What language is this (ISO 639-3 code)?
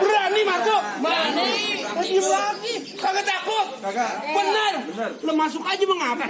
bew